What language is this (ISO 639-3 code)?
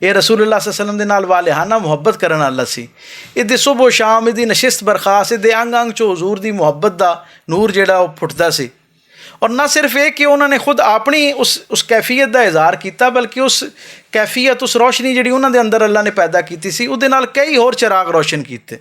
lah